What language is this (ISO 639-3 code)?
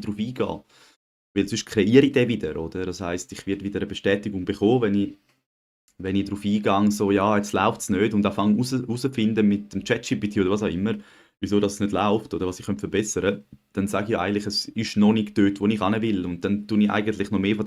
gsw